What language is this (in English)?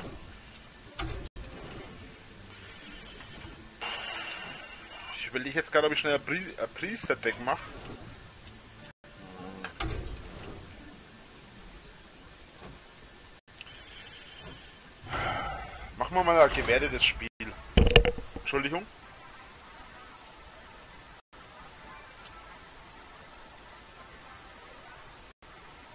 German